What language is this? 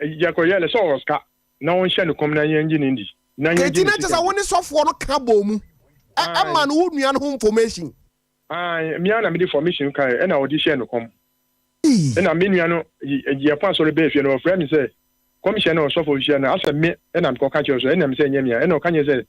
Akan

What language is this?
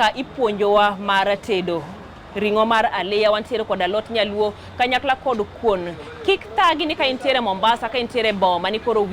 Luo (Kenya and Tanzania)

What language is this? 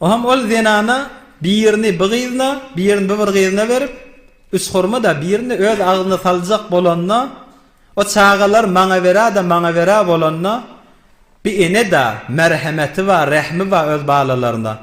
Turkmen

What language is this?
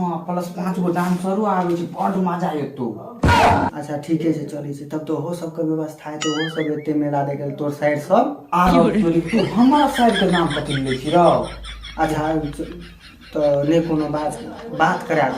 Maithili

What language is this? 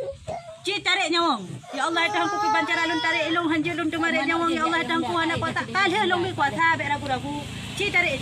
Achinese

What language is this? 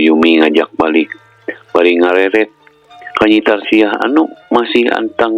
Sundanese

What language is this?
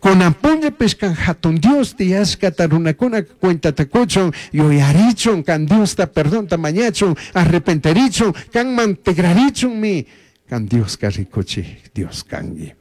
Chimborazo Highland Quichua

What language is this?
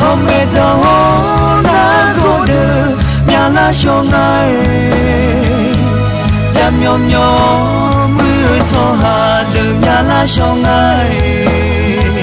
Akha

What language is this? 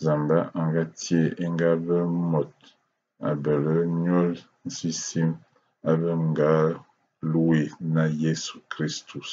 Ewondo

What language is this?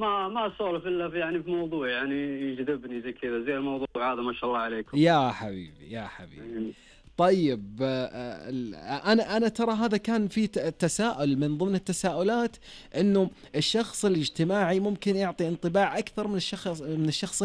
Najdi Arabic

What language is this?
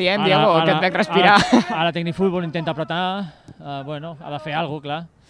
Catalan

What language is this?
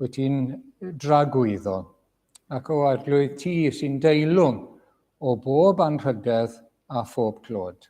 Welsh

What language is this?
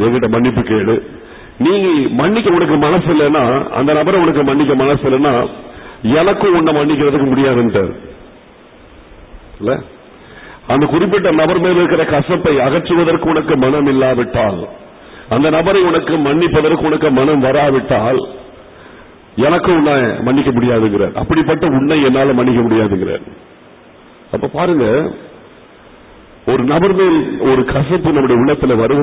Tamil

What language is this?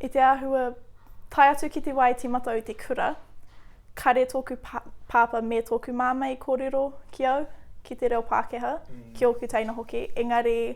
Māori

